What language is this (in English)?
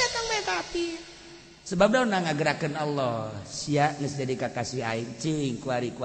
Sundanese